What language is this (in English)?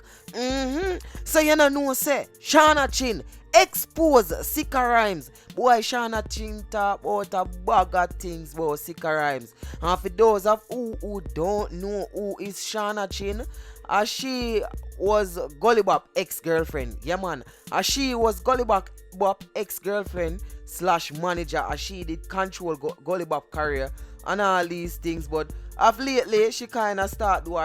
Jamaican Creole English